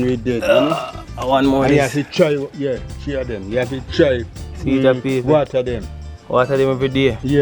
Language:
Jamaican Creole English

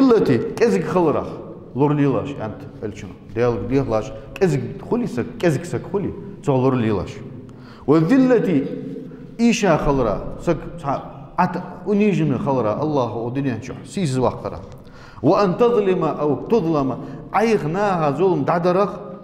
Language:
Ingush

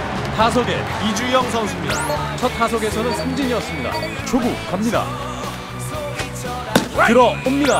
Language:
Korean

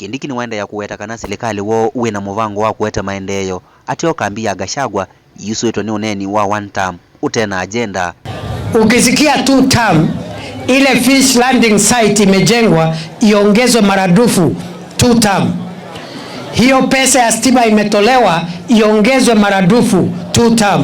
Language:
Kamba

